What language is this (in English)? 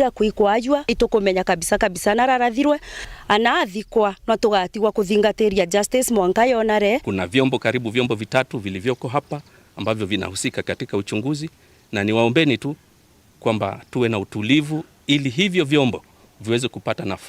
Meru